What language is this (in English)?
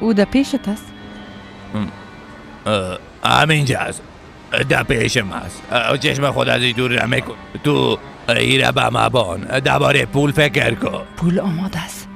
Persian